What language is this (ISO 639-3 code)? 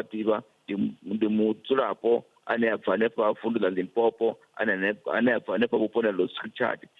ven